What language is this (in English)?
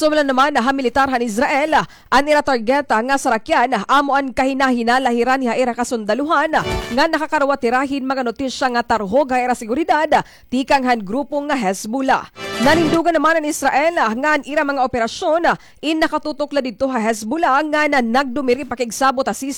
Waray